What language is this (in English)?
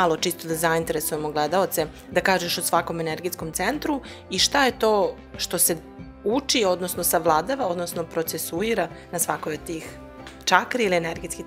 Serbian